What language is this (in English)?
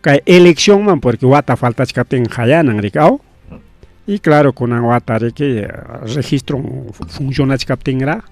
Ayacucho Quechua